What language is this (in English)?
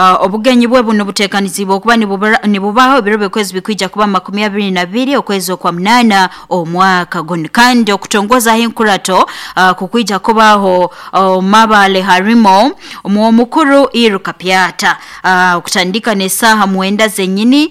Nyankole